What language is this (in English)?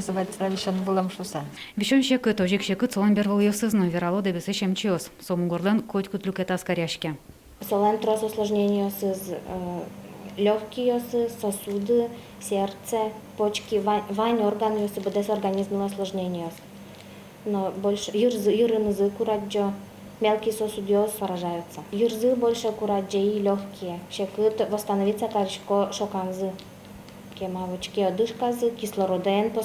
Udmurt